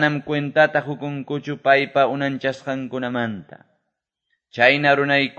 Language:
Quechua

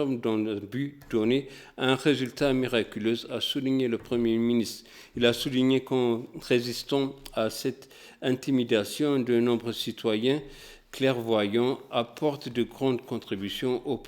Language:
French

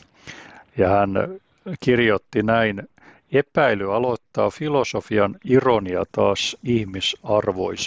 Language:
Finnish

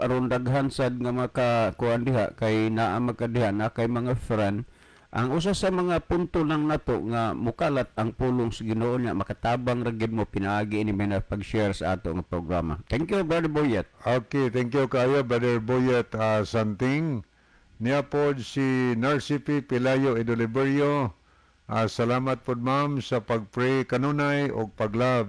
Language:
Cebuano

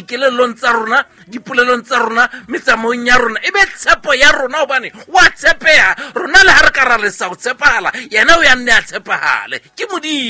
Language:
Southern Sotho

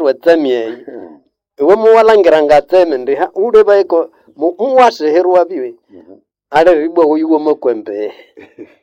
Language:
Nande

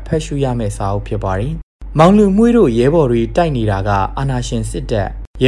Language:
Burmese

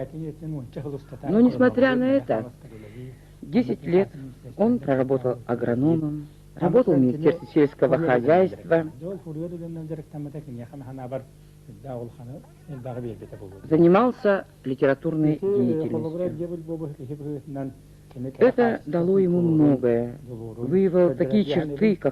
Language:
Yakut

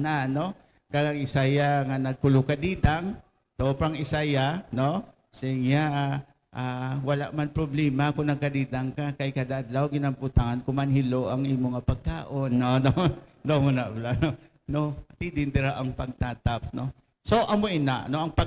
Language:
Hiligaynon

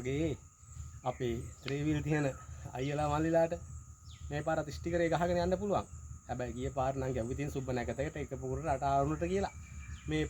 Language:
Sinhala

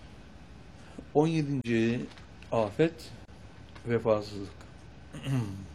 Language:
Turkish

